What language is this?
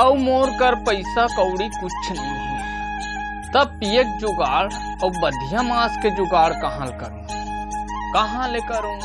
Chhattisgarhi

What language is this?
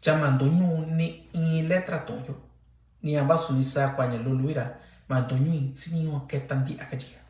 Mixtepec Mixtec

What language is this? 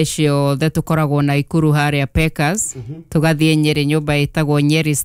Kikuyu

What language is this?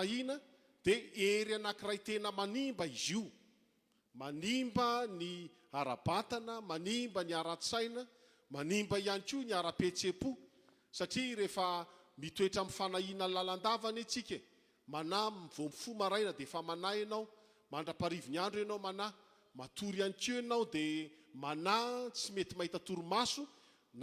Malagasy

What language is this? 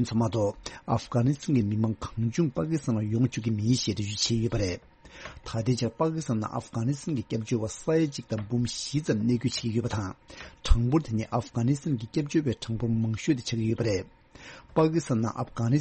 Tibetan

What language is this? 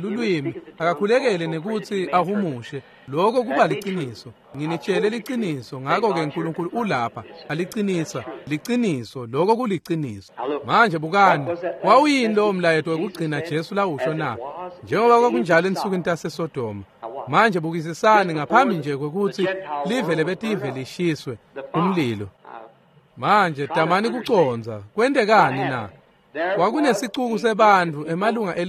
Swati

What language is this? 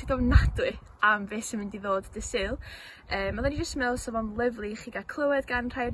Welsh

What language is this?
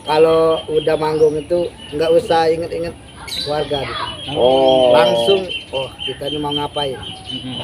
Musi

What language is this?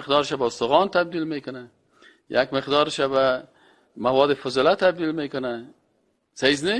Persian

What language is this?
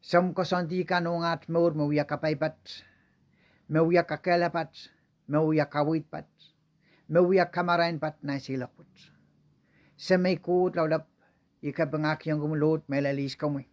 Pohnpeian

